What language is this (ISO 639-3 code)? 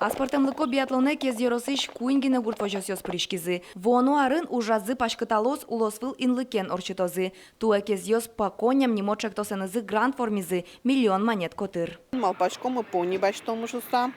udm